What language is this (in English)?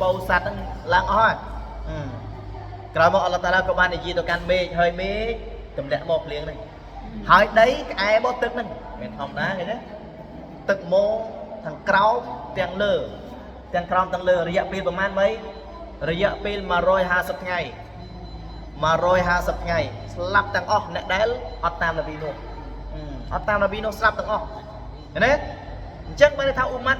Khmer